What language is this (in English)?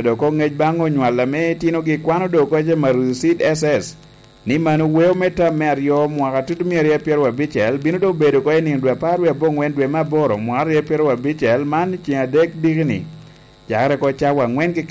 Lango (Uganda)